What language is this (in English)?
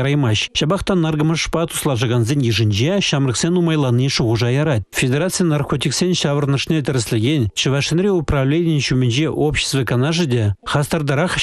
Chuvash